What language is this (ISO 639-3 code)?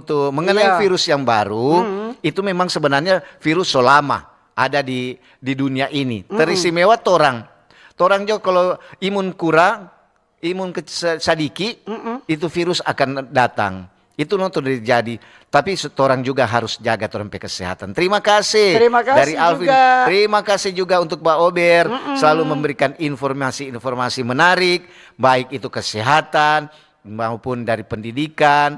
xmm